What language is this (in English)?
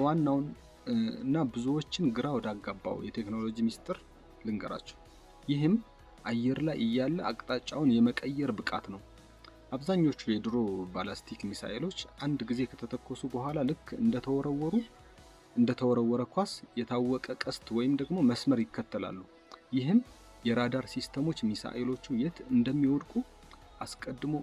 Amharic